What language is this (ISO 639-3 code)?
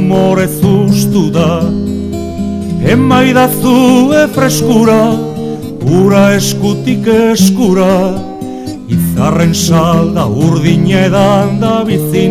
eus